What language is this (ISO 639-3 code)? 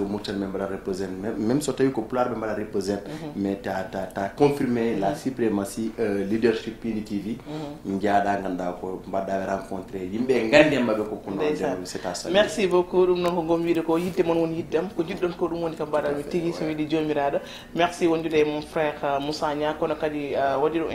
ful